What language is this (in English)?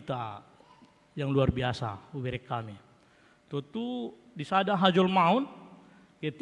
Batak Toba